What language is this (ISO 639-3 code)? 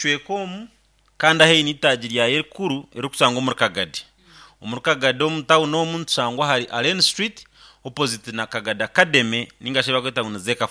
nyn